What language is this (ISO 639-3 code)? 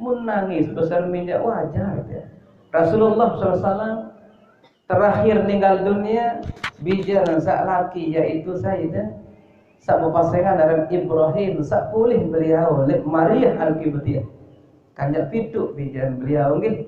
sas